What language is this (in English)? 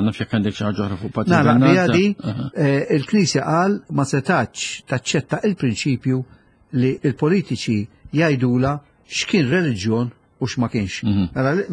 Maltese